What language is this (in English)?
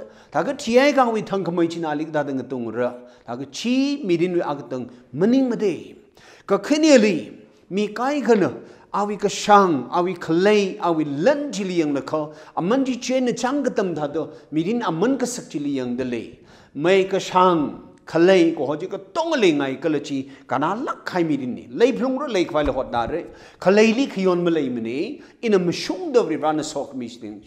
Tangkhul Naga (India)